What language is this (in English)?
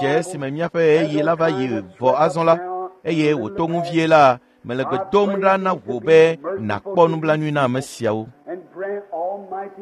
Ewe